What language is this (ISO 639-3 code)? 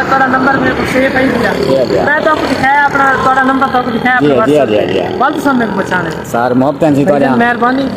skr